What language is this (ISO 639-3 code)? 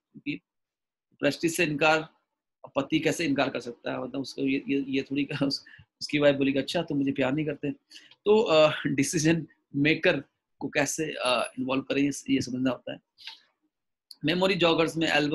hin